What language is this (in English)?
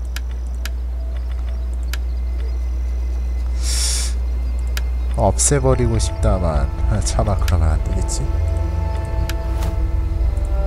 Korean